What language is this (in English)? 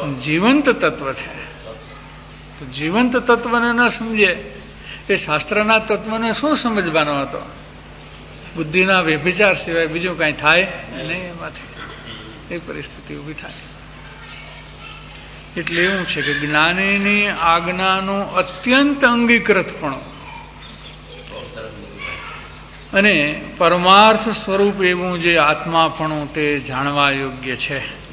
Gujarati